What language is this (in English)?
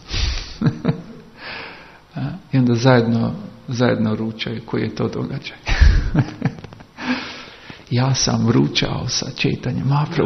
Croatian